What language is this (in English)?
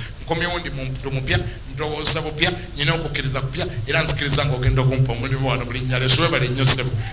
Ganda